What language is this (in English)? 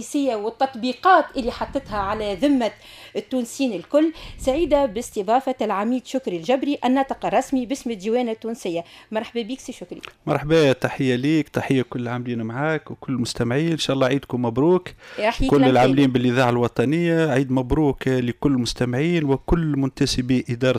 Tunisian Arabic